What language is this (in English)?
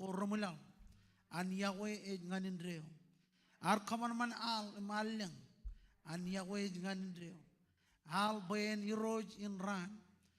Marshallese